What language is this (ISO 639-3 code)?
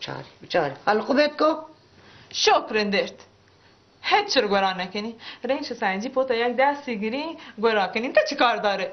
bal